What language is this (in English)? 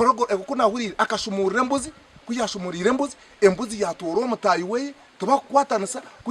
Nyankole